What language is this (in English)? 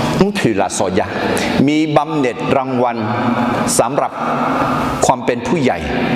Akha